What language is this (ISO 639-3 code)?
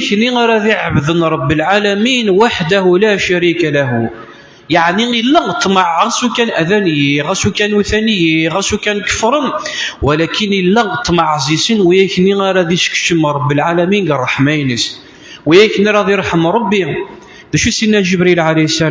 kab